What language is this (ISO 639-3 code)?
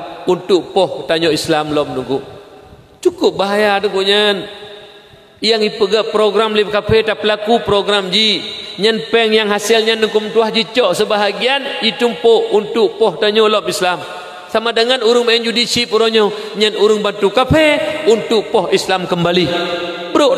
ace